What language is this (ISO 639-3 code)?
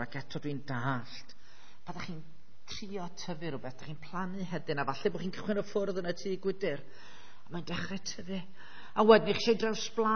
cym